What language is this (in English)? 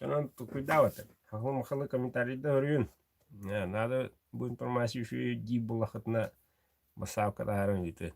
Yakut